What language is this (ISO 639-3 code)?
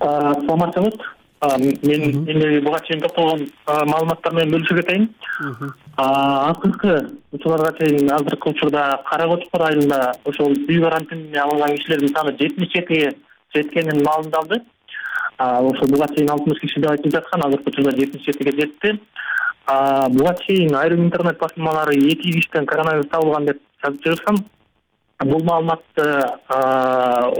kir